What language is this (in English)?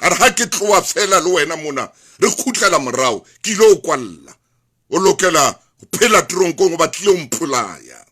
Southern Sotho